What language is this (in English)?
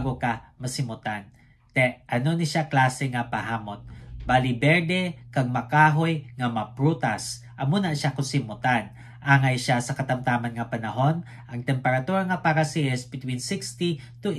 Hiligaynon